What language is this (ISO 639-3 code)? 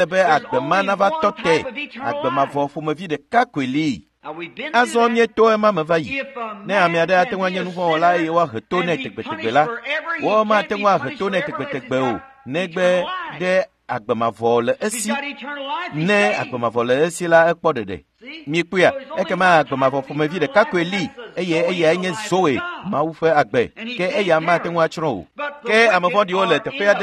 ewe